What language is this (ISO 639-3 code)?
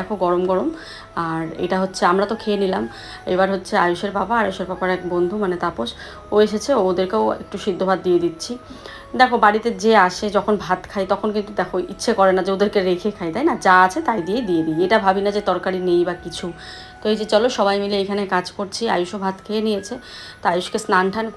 ben